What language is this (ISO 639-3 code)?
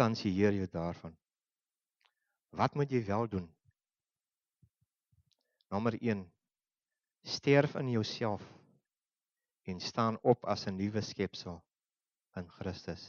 afr